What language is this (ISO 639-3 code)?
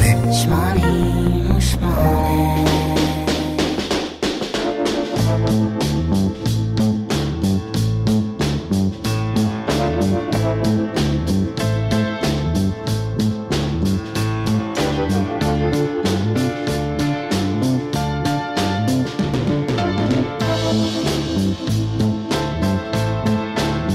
heb